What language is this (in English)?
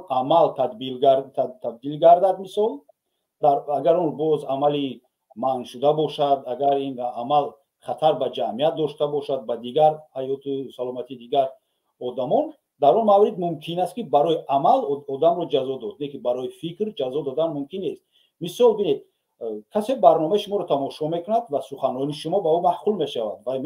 Tajik